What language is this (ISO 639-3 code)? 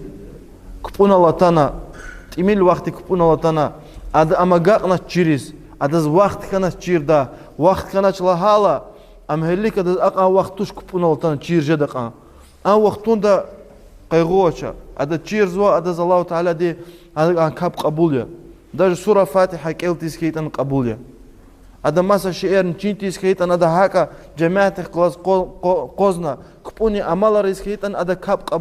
lez